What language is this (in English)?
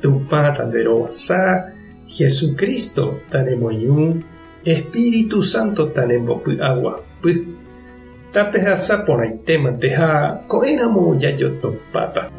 Guarani